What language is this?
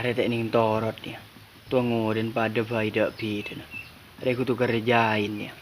Madurese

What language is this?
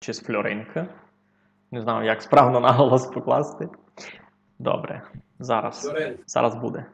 Rusyn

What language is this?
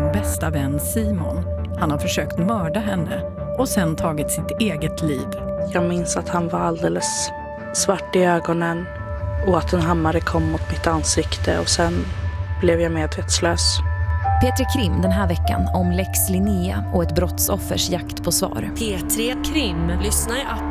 Swedish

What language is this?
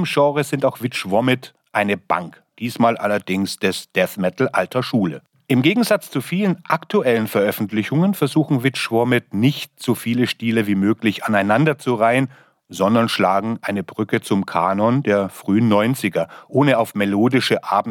German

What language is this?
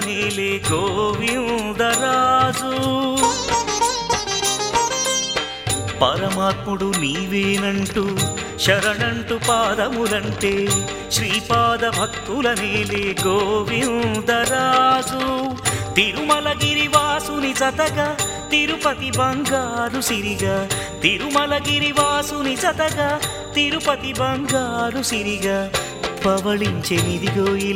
Telugu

